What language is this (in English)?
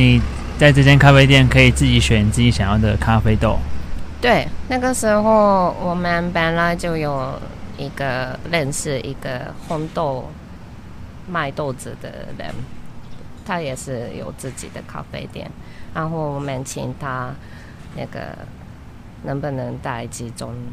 Chinese